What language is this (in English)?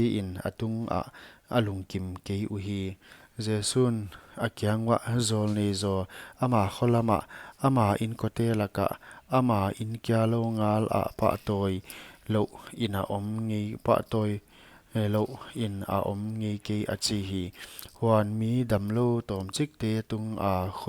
Paite Chin